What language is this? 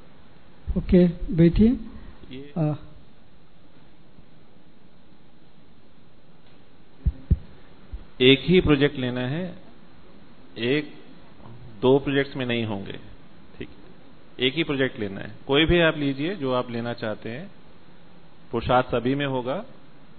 Hindi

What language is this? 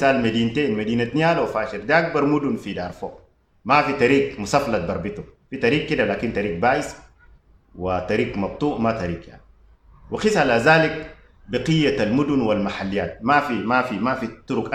Sudanese Arabic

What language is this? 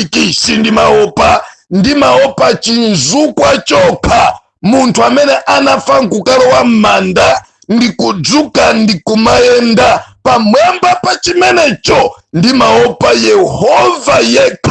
Nyanja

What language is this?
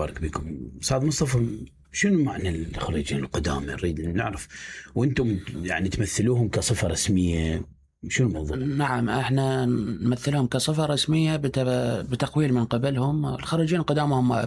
Mesopotamian Arabic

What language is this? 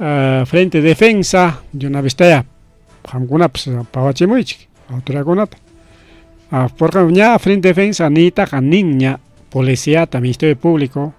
Ayacucho Quechua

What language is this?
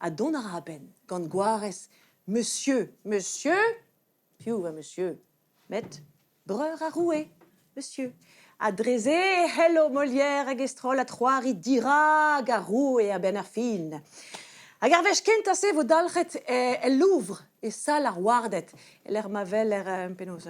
Breton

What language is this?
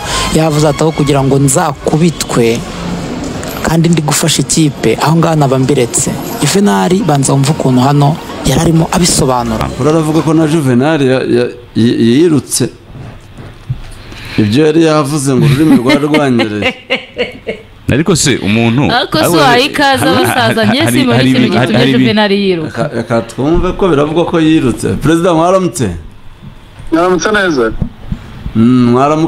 Kinyarwanda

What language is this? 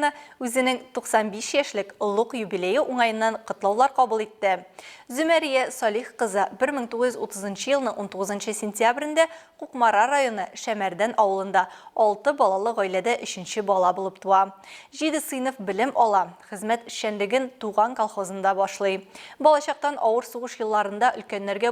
Tatar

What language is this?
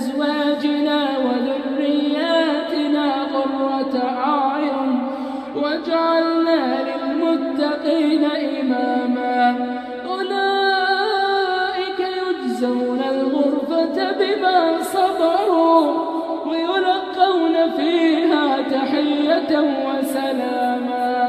Arabic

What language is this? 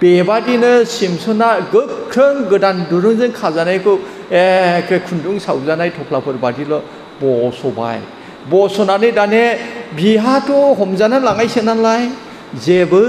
Bodo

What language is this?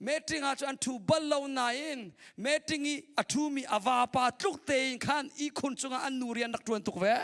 Hakha Chin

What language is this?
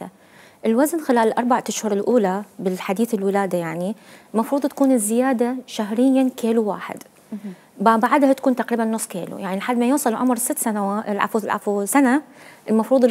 Mesopotamian Arabic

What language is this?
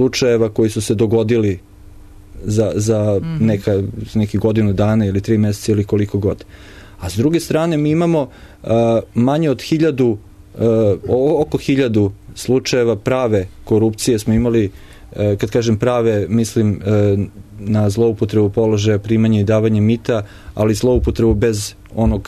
Serbian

